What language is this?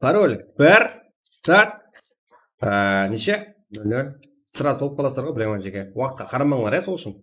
Kara-Kalpak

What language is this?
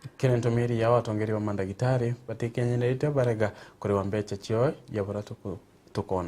Meru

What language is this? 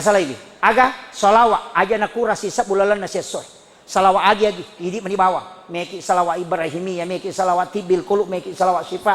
Buginese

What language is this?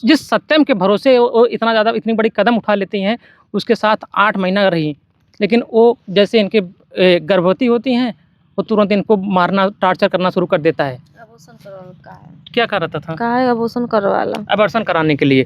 Bhojpuri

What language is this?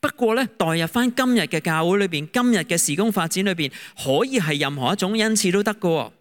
Cantonese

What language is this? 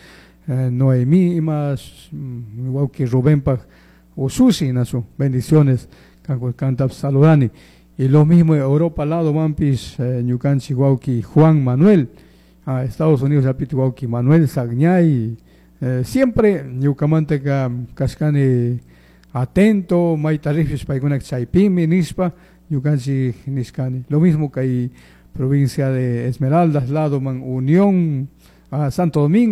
Chimborazo Highland Quichua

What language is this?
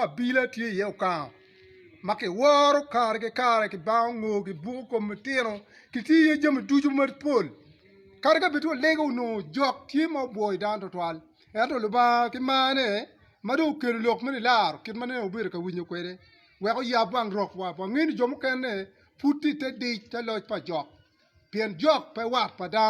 Acoli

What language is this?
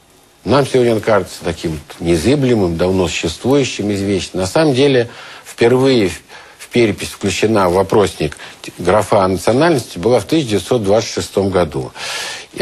Russian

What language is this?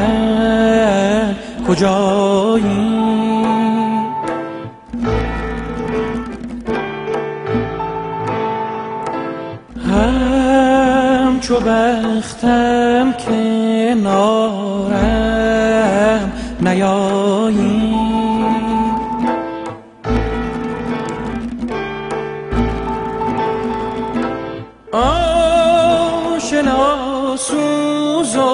Persian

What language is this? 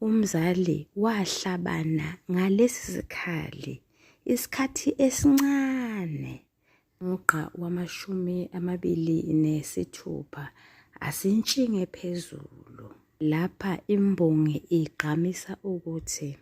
Zulu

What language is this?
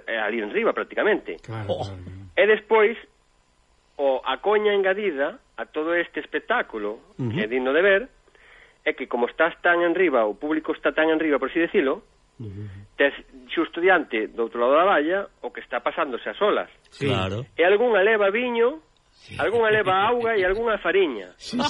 Galician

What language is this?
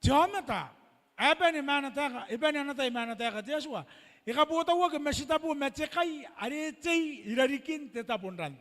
Gilbertese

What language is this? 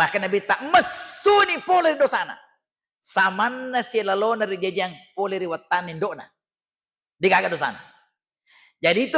Buginese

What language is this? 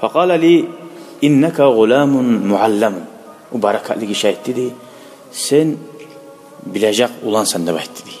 Kumyk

